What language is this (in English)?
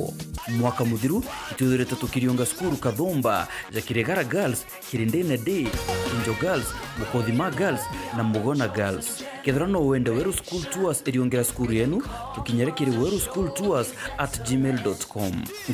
Meru